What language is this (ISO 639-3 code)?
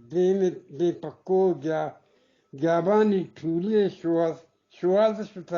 bgp